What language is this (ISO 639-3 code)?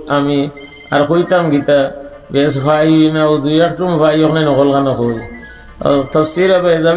syl